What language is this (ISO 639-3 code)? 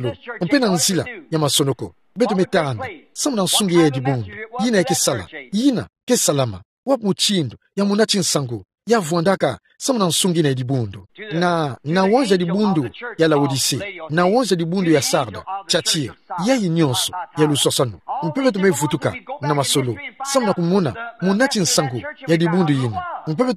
ktu